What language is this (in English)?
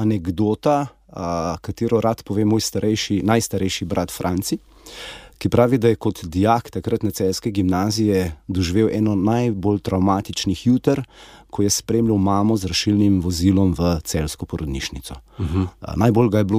Slovenian